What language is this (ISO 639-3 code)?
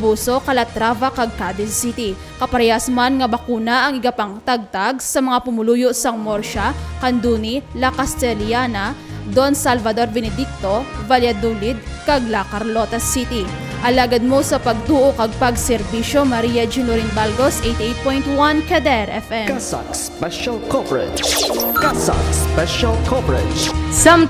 hil